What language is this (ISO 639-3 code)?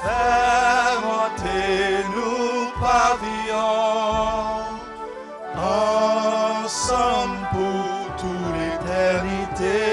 crs